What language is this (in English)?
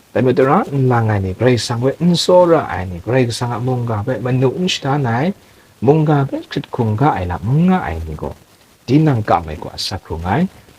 Kachin